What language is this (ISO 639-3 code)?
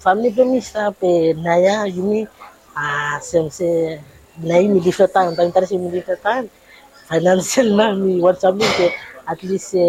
bis